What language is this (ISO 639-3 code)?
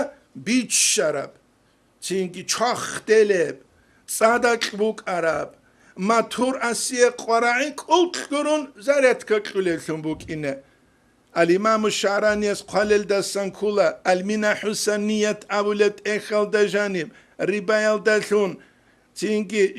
ava